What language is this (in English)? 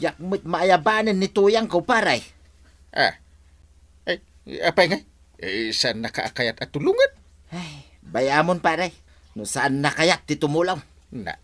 Iloko